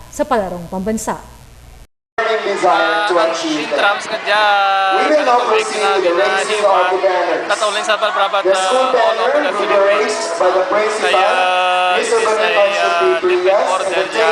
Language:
Hiligaynon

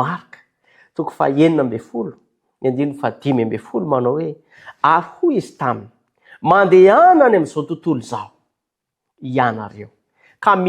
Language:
Malagasy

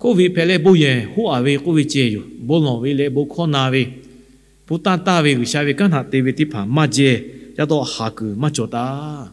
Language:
Lahu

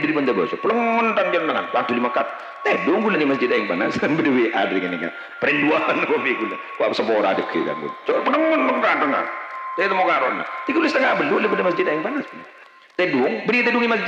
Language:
Madurese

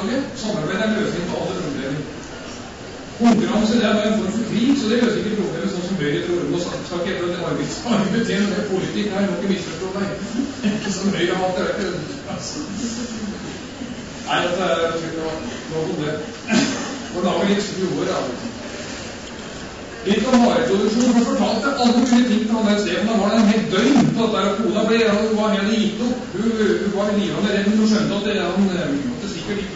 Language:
Norwegian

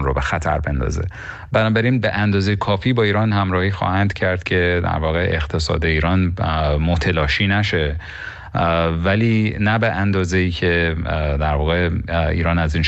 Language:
Persian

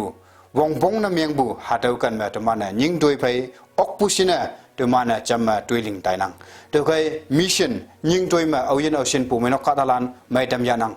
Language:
Konyak Naga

